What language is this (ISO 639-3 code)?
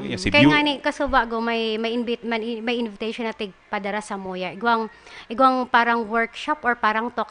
bik